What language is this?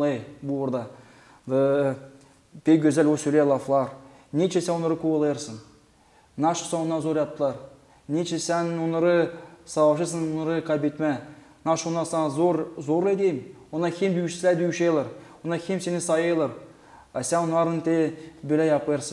Gagauz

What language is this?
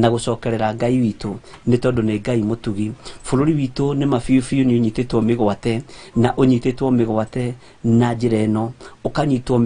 Kikuyu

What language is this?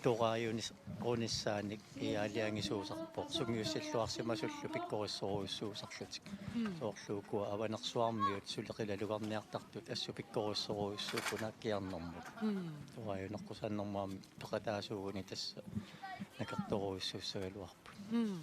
Kalaallisut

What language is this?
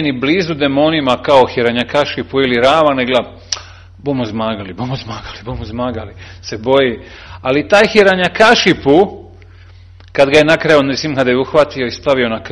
Serbian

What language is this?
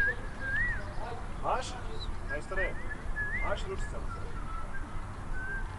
Croatian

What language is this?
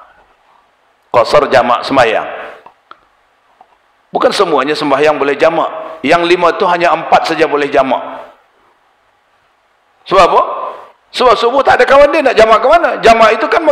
Malay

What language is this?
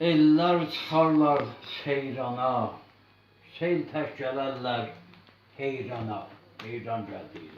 South Azerbaijani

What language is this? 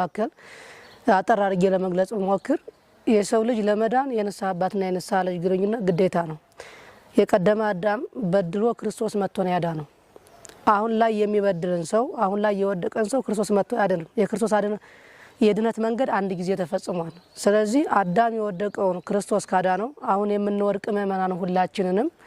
Amharic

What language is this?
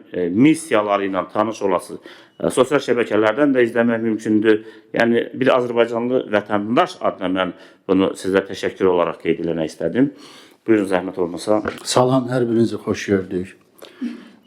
Azerbaijani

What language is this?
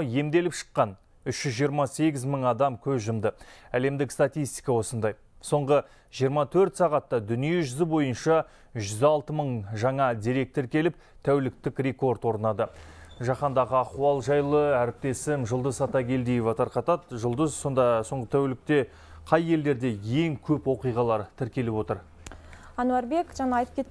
Kazakh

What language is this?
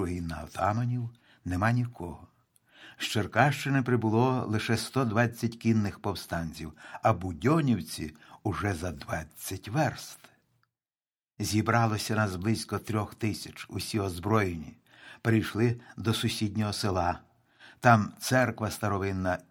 Ukrainian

